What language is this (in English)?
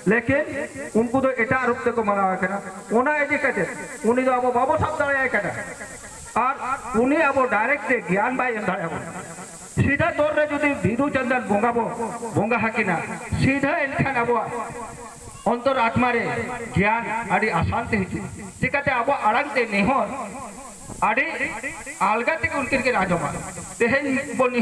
Santali